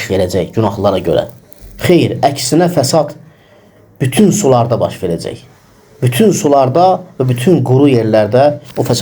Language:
Azerbaijani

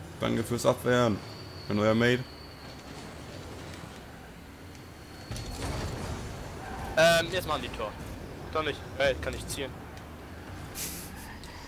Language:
German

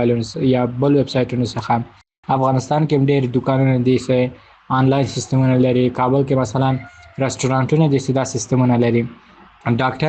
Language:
Pashto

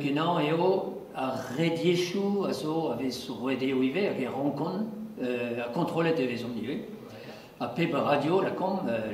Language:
Breton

